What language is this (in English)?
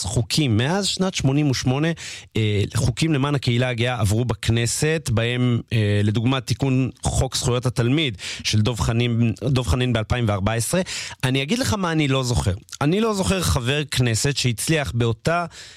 Hebrew